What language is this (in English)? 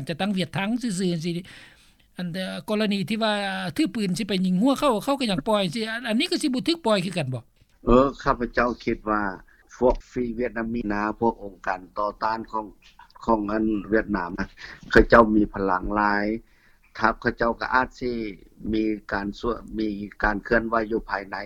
Lao